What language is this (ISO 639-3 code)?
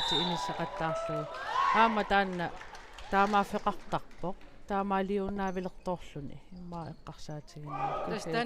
kal